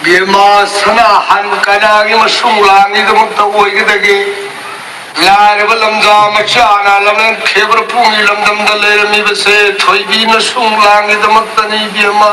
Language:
Manipuri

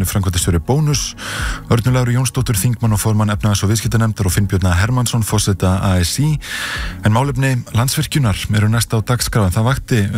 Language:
Icelandic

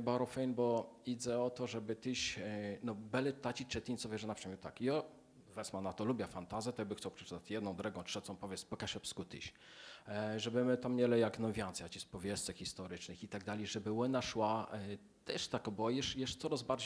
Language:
Kashubian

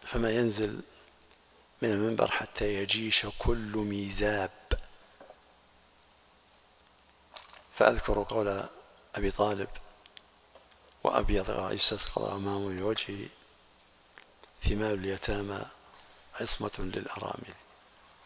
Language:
Arabic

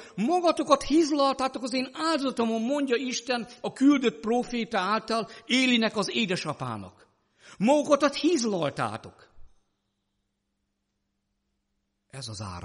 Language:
Hungarian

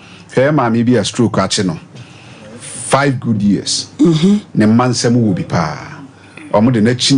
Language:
Akan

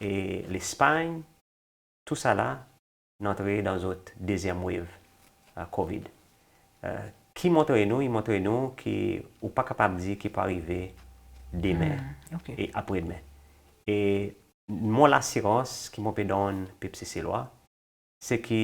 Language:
Seselwa Creole French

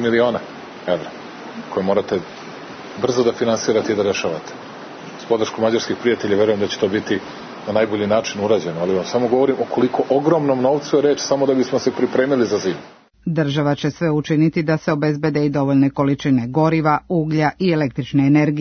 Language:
Serbian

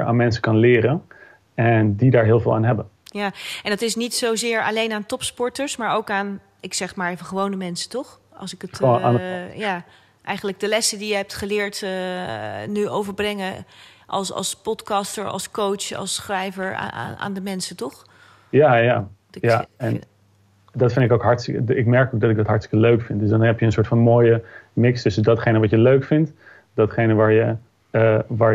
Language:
Dutch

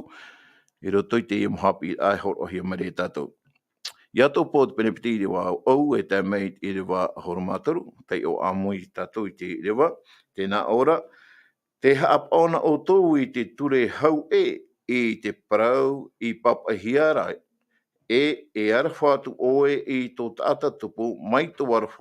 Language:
Tahitian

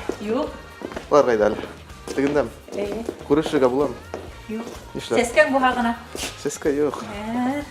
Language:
Bashkir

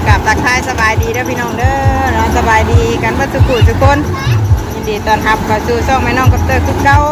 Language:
Northeastern Thai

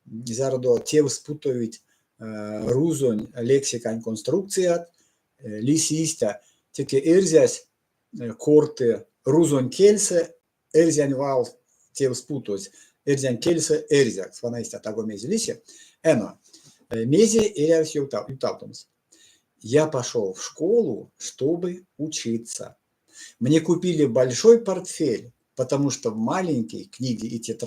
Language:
Erzya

